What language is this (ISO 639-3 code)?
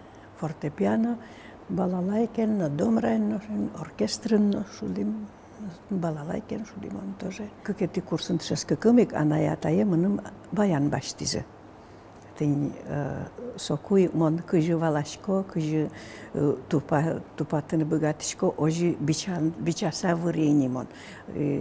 udm